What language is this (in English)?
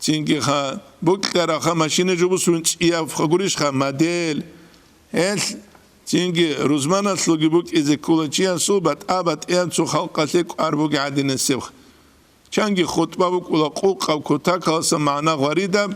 Avaric